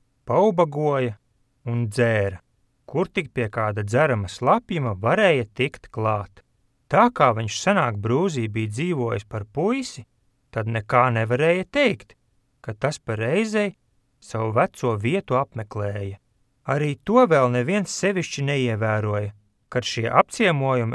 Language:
Latvian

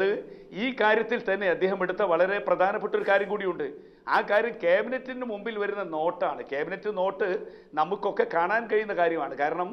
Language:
Malayalam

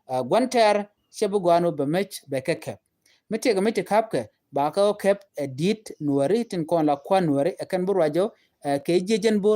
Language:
Nuer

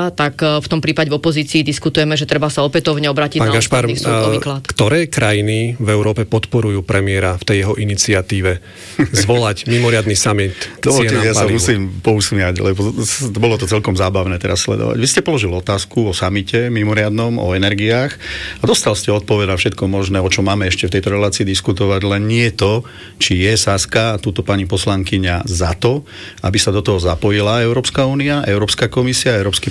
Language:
Slovak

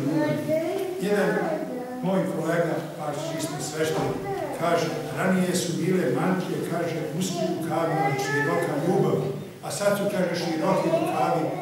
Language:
Serbian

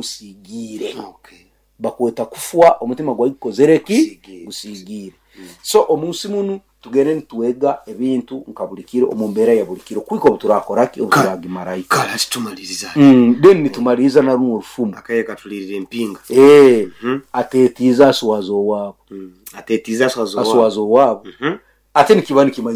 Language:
Nyoro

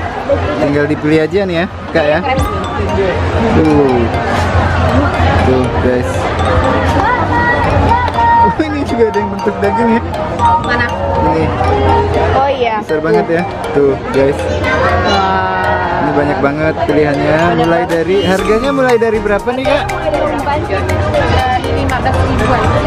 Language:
Indonesian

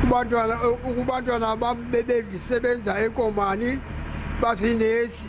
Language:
Zulu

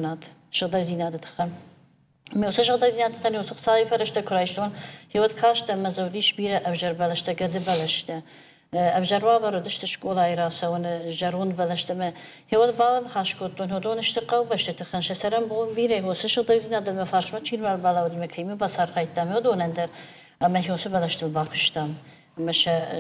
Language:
Ossetic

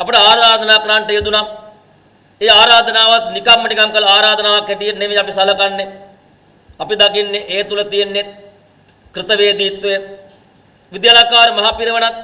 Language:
Sinhala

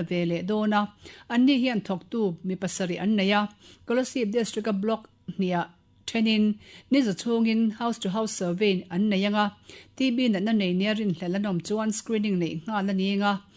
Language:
Mizo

